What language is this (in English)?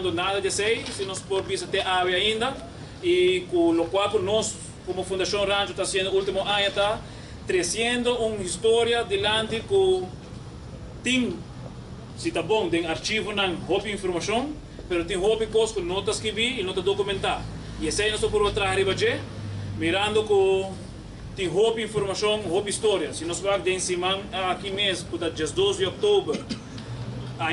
Papiamento